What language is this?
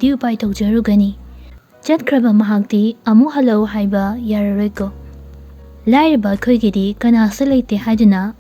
Manipuri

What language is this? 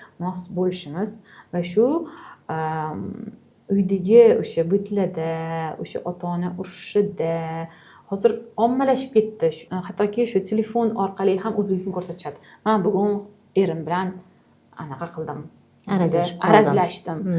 Uzbek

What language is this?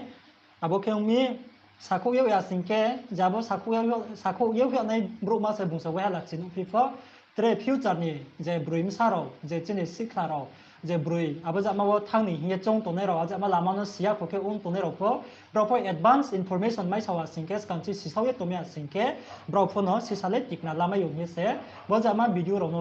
Riang (India)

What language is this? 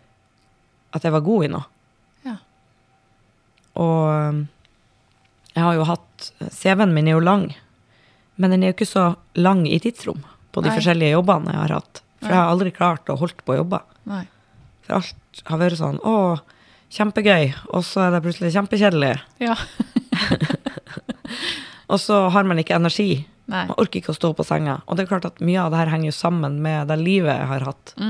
Norwegian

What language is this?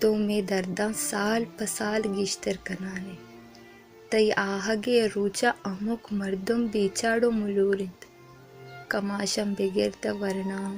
Baluchi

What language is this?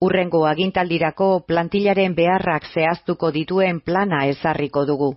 Basque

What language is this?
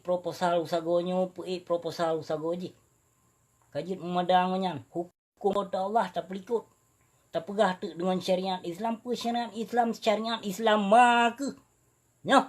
Achinese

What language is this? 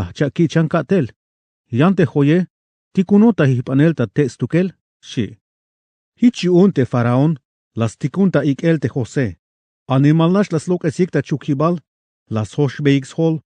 Tzeltal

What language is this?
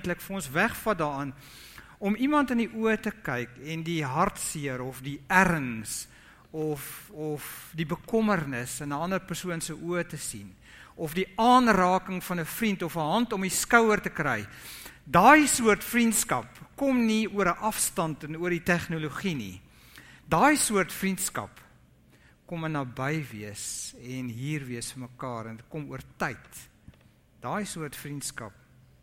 Afrikaans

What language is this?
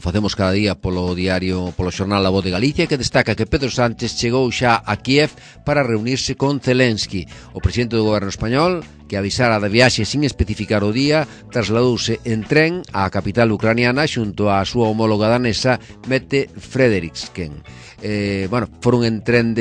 Galician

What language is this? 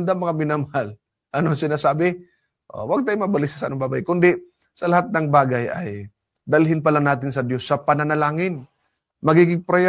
Filipino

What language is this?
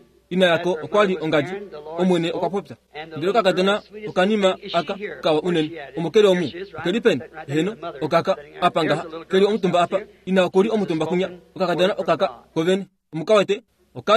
Kuanyama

